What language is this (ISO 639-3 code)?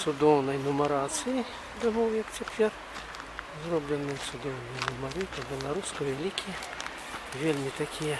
bel